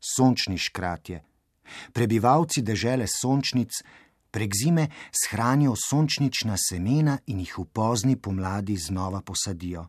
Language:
Slovenian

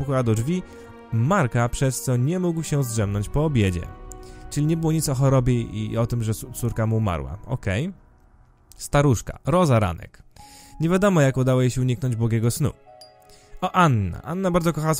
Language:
Polish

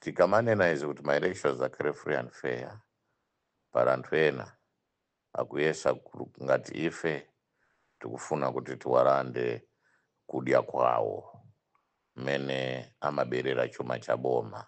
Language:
Nyanja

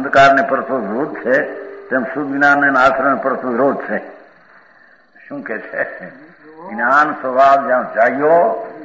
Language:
Gujarati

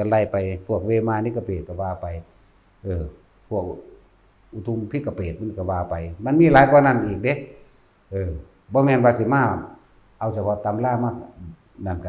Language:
Northeastern Thai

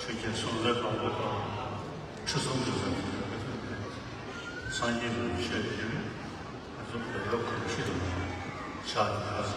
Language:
Tibetan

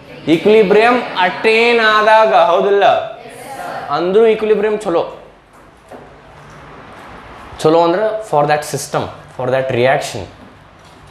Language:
Kannada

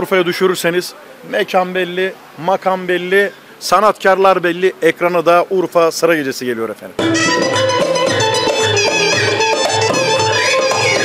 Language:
Turkish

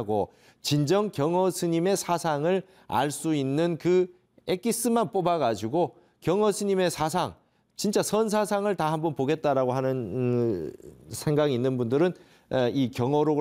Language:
Korean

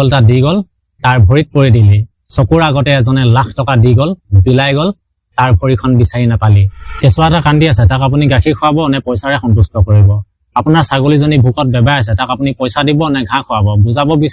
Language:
Assamese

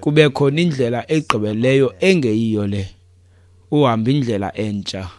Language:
Xhosa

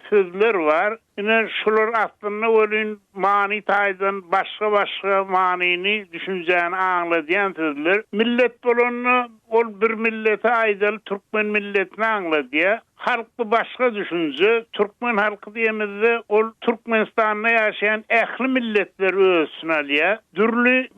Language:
Turkmen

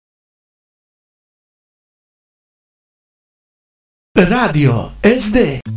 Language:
Serbian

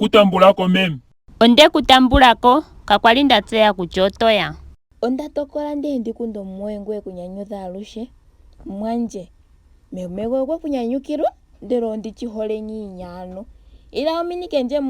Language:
Ndonga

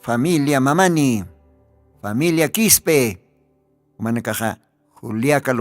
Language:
Aymara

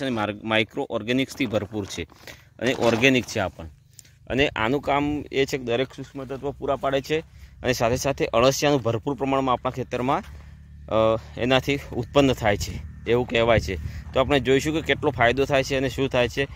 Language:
Gujarati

